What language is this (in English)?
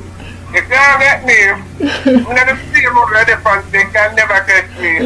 Jamaican Creole English